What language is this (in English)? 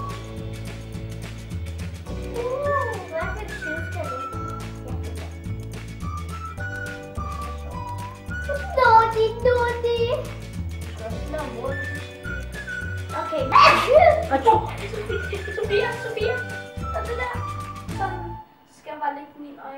Danish